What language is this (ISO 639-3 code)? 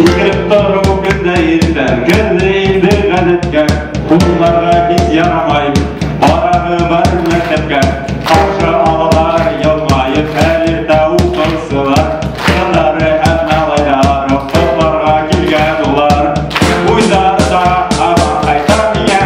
bak